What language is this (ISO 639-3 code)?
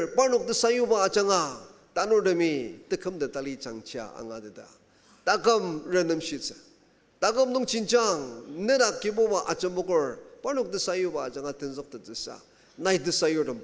njo